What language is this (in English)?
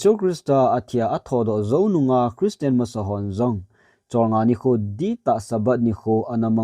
Thado Chin